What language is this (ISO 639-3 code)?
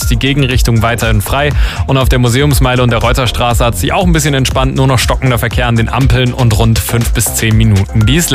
deu